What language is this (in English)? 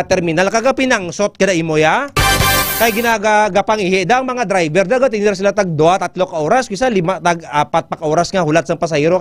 Hiligaynon